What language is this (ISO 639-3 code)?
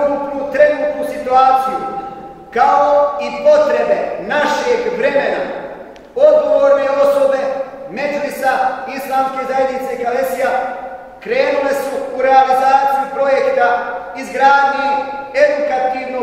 bos